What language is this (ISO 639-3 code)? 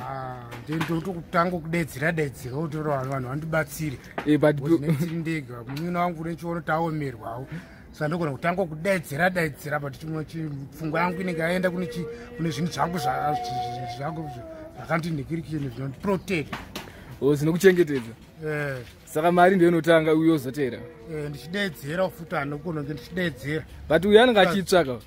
sna